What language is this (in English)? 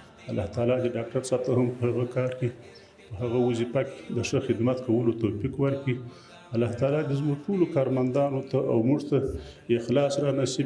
Pashto